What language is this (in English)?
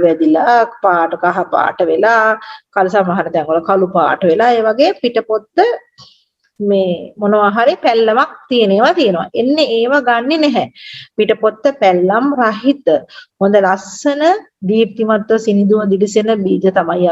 Sinhala